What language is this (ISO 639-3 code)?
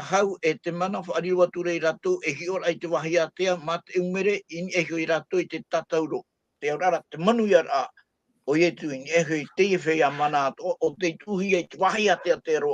tah